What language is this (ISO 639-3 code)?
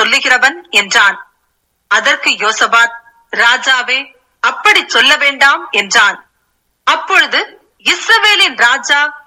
tam